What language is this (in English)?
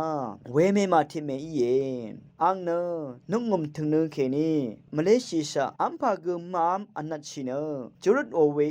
Rawang